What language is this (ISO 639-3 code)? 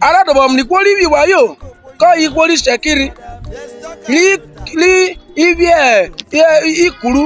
urh